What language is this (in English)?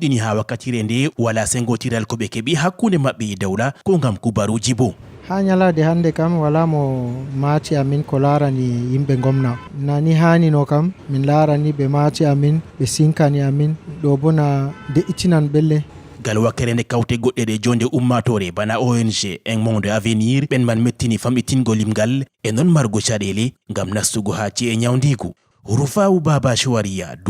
Fula